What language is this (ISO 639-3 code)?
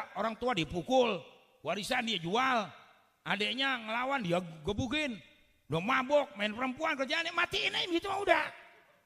bew